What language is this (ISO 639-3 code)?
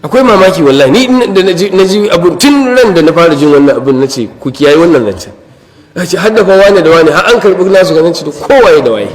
hau